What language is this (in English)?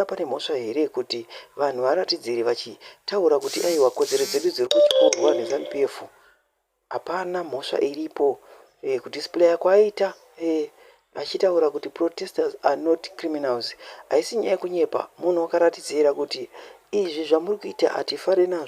Shona